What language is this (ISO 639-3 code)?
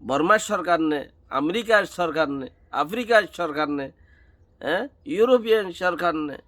rhg